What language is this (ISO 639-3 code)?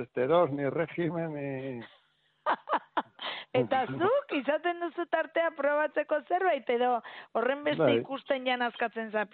eus